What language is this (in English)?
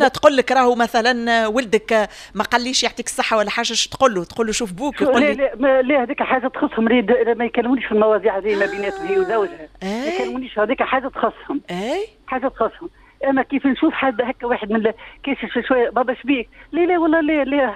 Tunisian Arabic